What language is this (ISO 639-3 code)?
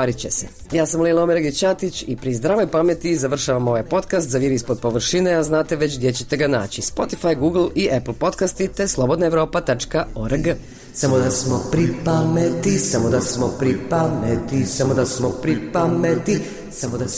bos